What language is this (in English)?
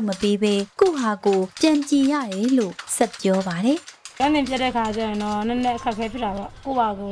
Burmese